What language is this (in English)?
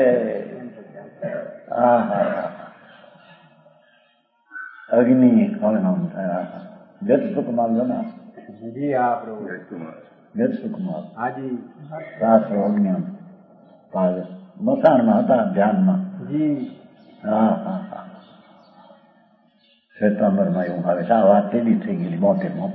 Gujarati